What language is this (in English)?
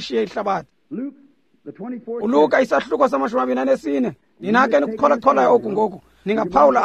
Xhosa